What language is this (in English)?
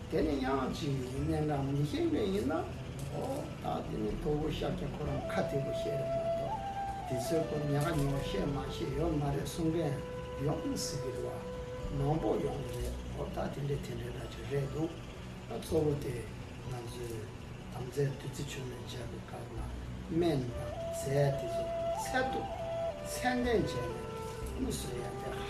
Tibetan